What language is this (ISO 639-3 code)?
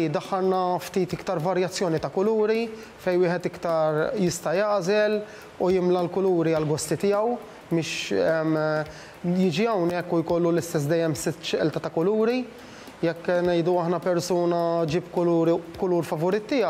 mlt